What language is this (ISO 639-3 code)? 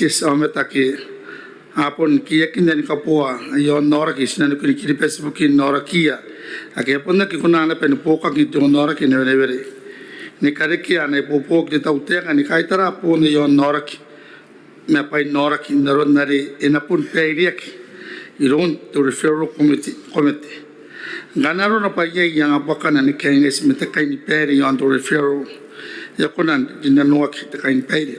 gil